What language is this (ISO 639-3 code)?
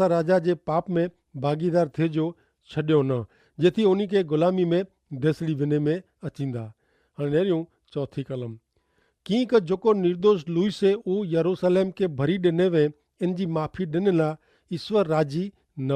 kfr